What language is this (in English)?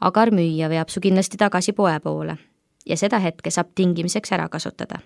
Estonian